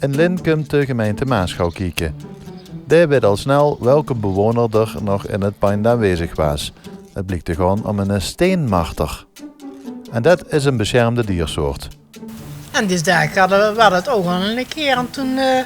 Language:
Limburgish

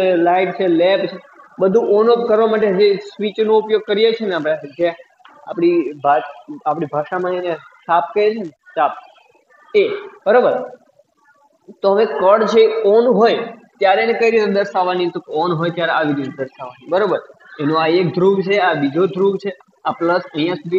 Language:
Gujarati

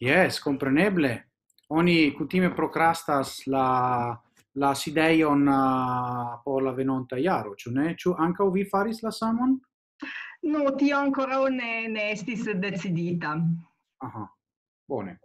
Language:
Esperanto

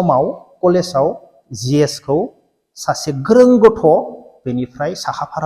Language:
Bodo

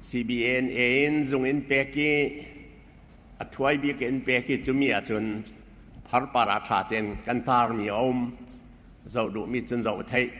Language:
Falam Chin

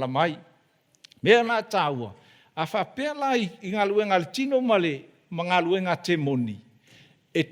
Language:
Samoan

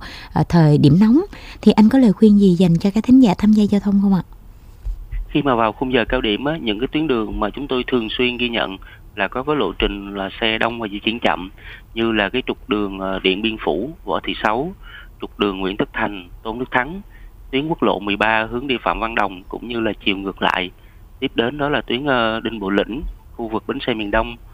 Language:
Vietnamese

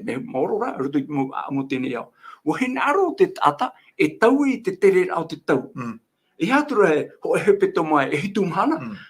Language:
Tahitian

